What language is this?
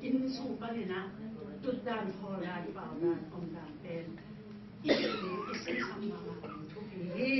Tedim Chin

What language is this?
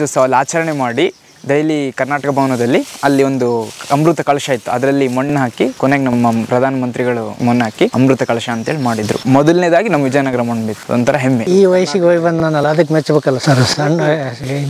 Kannada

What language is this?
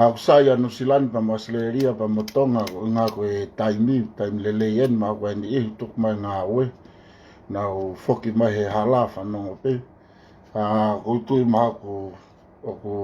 Tongan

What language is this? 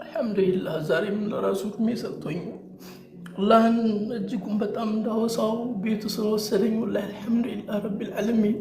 Amharic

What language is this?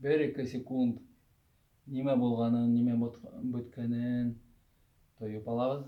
Bashkir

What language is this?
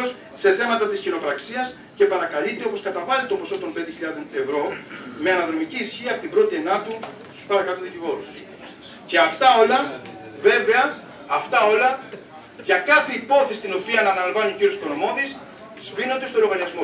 Greek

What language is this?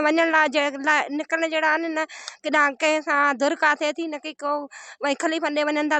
Sindhi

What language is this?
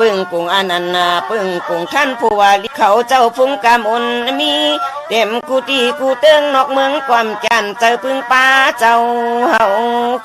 Shan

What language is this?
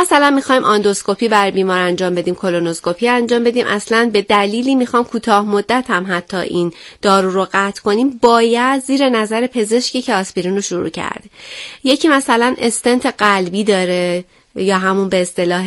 Persian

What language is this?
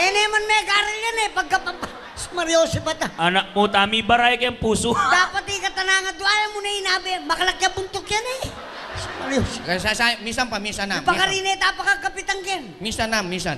Pampanga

